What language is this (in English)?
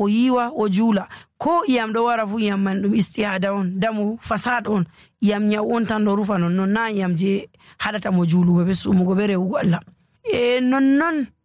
Nigerian Fulfulde